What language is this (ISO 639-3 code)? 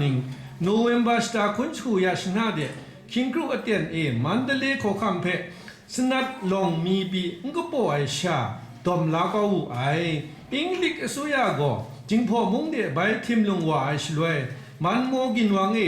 kac